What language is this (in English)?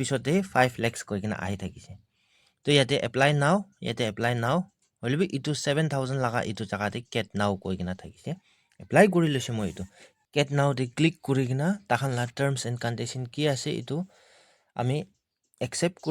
Naga Pidgin